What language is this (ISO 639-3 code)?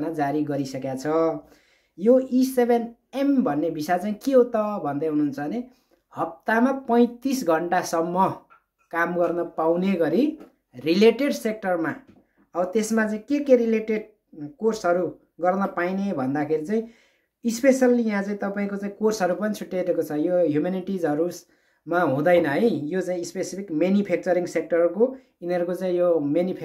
nep